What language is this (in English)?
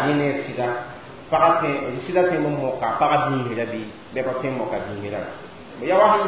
Mossi